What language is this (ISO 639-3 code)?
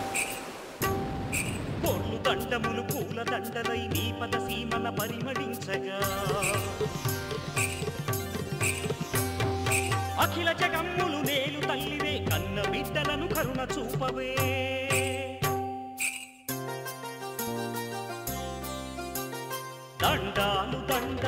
tel